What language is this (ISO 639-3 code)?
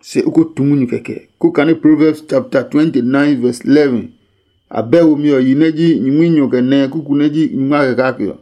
ada